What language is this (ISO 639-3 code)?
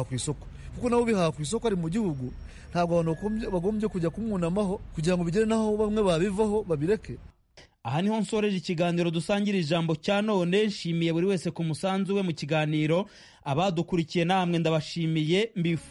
kin